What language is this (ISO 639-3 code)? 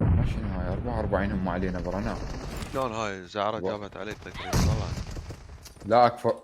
acm